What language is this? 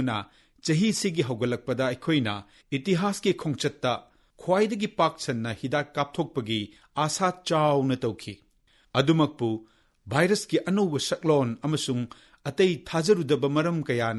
Manipuri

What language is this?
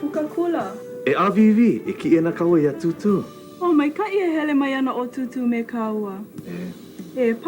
Hawaiian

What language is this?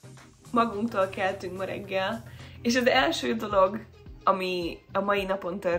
Hungarian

